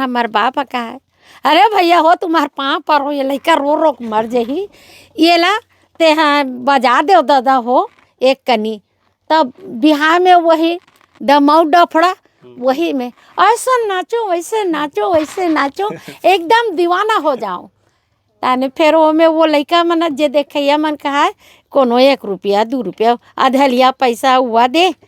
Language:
Chhattisgarhi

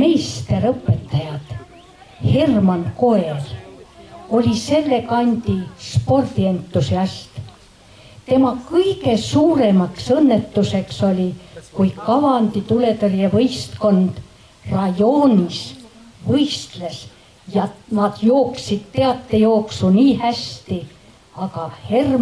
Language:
Estonian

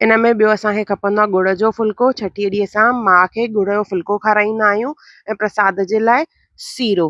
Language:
Sindhi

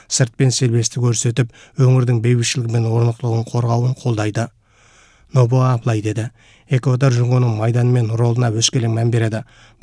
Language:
Kazakh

